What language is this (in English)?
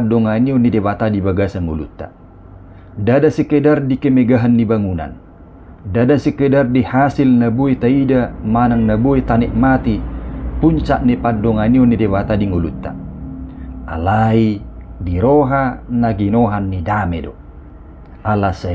Batak Toba